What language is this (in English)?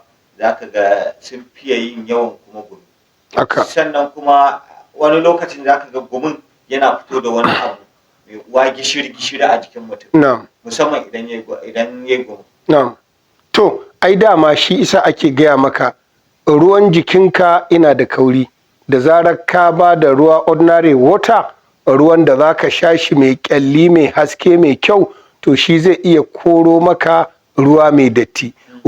Hausa